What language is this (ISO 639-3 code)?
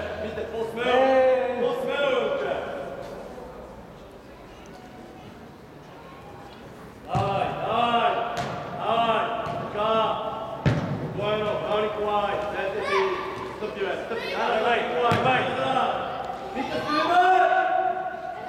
bul